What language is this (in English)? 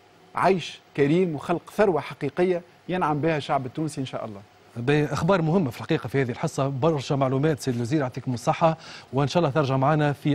Tunisian Arabic